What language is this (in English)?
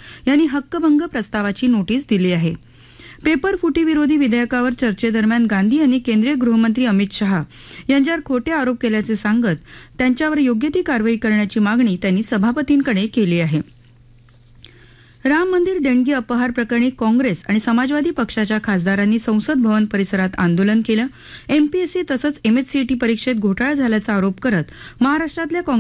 Marathi